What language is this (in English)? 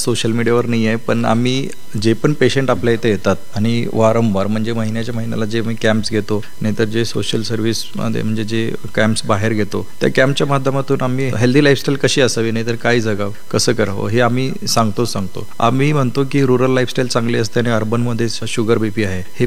Marathi